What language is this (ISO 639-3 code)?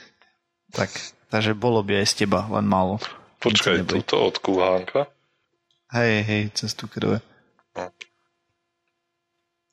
slk